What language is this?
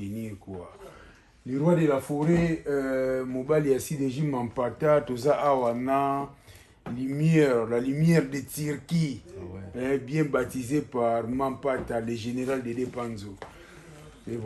Lingala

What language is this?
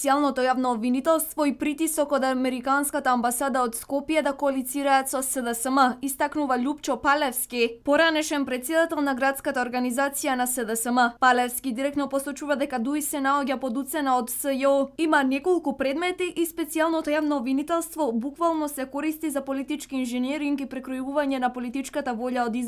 Macedonian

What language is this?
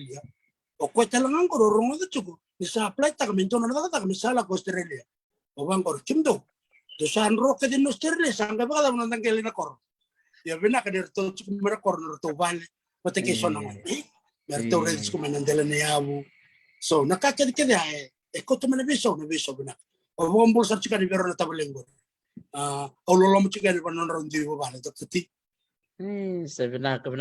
Fijian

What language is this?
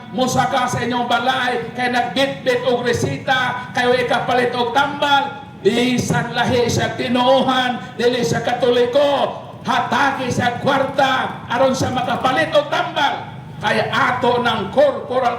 Cebuano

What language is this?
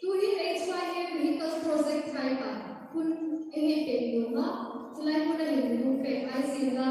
Hmar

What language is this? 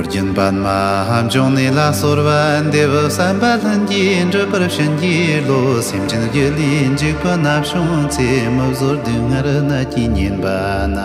Tibetan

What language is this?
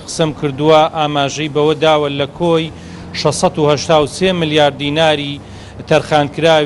Central Kurdish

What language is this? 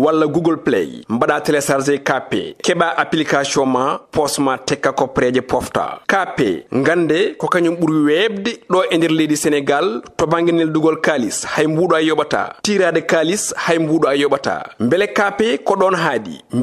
Fula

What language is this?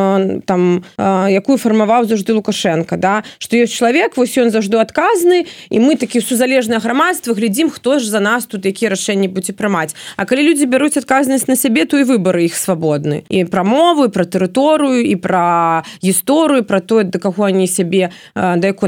Belarusian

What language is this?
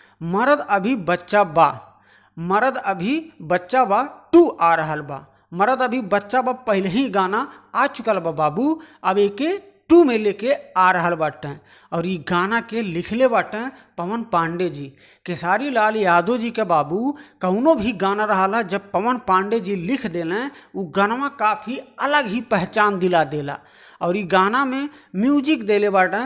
Bhojpuri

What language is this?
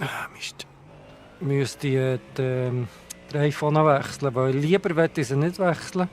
Swiss German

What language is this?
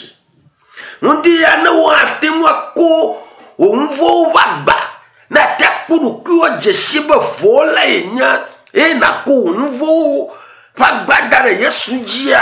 Ewe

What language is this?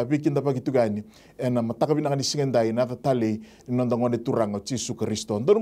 Fijian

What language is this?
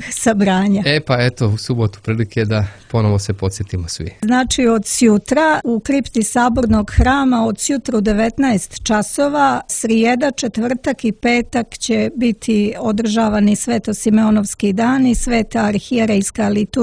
Serbian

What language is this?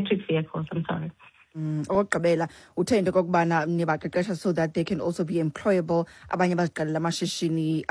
Xhosa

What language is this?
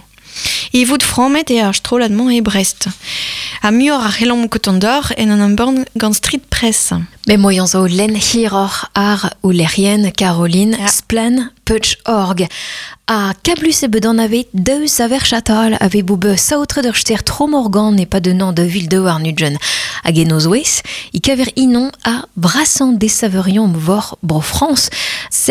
Breton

